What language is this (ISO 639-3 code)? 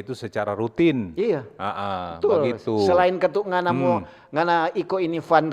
xmm